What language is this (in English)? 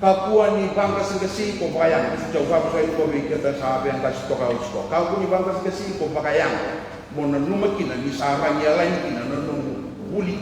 Fijian